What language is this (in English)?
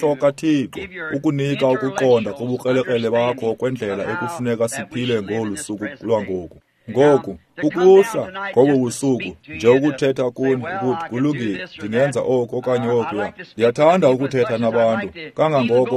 Xhosa